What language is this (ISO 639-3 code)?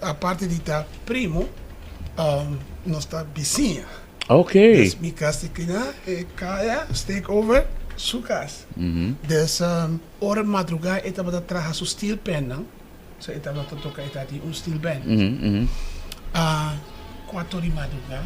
pap